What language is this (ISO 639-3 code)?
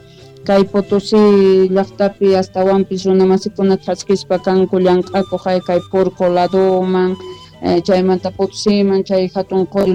que